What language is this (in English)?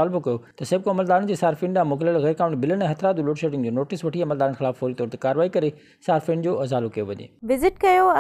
Sindhi